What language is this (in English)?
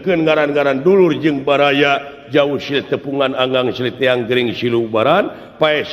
Sundanese